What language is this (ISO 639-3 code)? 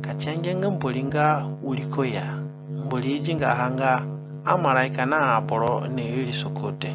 zne